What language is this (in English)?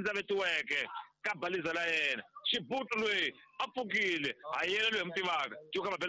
Tsonga